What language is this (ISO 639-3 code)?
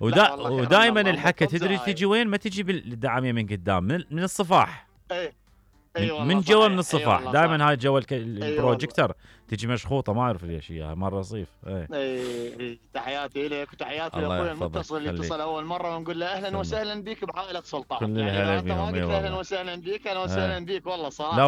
acm